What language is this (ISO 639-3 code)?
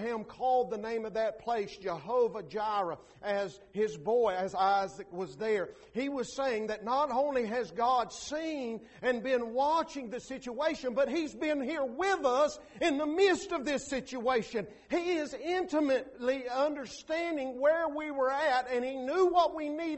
eng